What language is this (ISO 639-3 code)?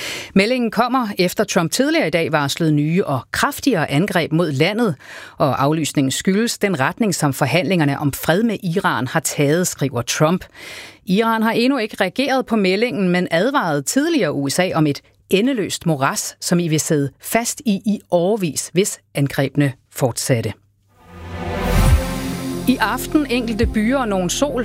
dan